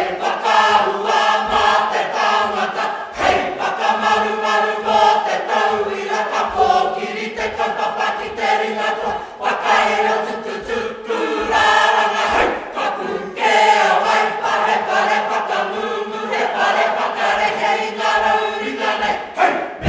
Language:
Māori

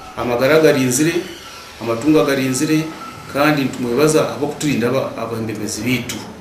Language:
Nyankole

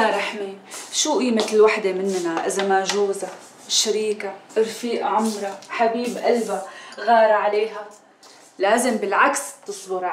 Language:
North Levantine Arabic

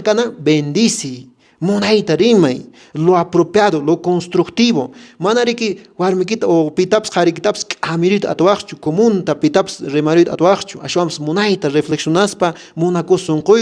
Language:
Quechua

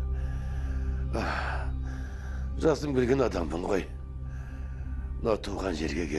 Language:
Kazakh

